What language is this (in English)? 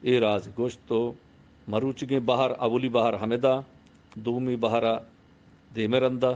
Eastern Balochi